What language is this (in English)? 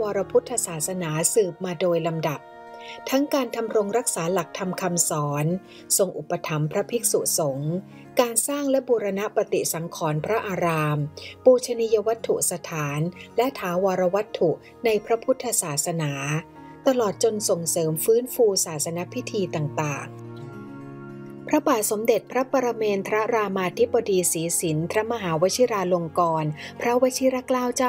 Thai